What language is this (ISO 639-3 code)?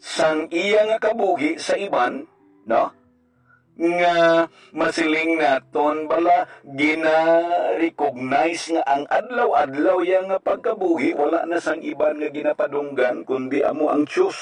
hil